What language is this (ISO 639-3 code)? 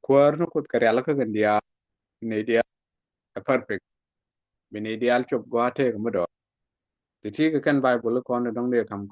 nus